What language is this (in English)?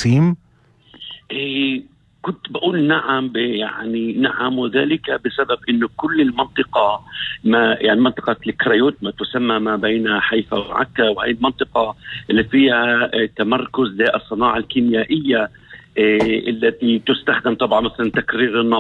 North Levantine Arabic